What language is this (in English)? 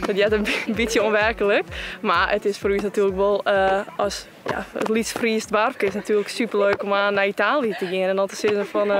Western Frisian